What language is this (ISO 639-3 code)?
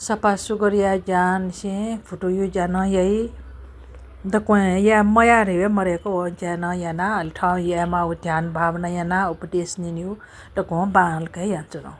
new